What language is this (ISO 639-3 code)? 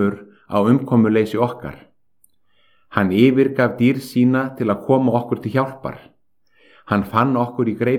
isl